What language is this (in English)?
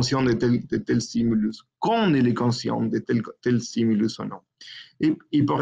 French